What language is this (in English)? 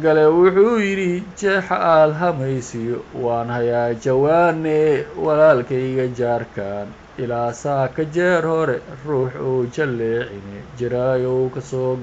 Somali